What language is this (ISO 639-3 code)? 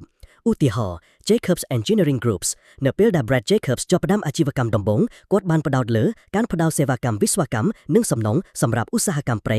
khm